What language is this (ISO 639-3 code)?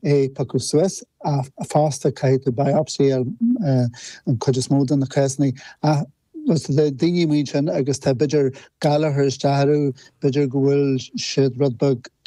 gle